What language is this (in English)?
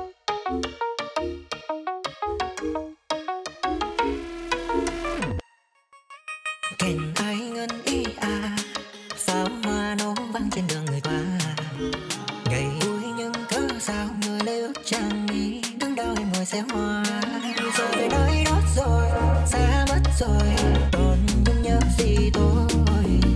Vietnamese